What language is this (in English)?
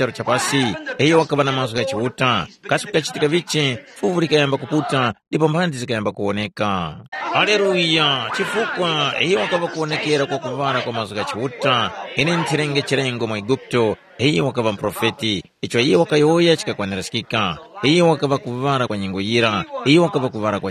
Tumbuka